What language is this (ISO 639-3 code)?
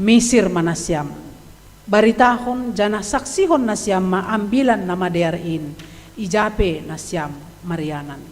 bts